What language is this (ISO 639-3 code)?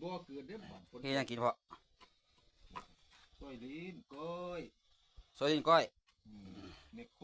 lao